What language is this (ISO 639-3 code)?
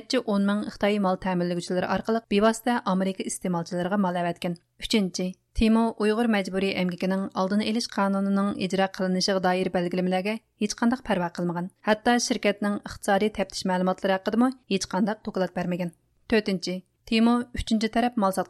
uig